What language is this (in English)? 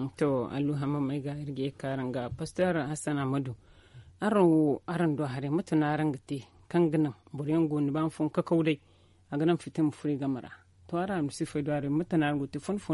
Zarma